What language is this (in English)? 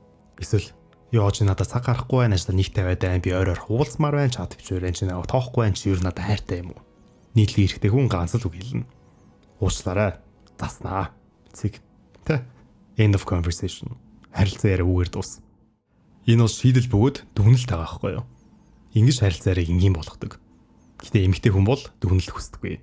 Mongolian